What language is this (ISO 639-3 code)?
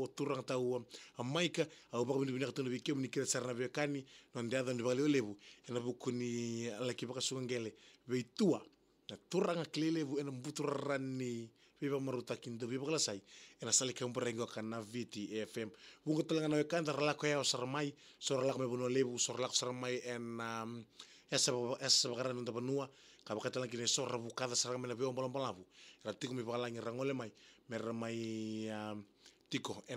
fij